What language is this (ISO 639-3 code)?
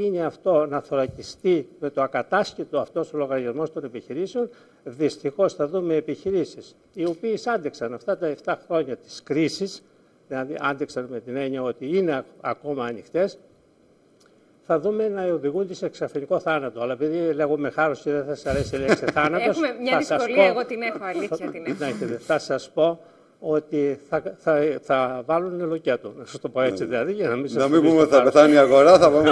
ell